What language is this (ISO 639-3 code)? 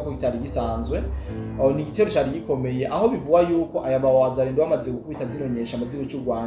run